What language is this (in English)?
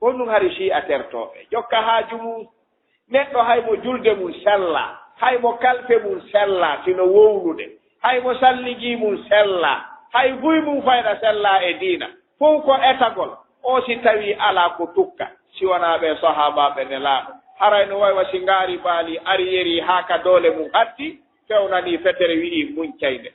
Fula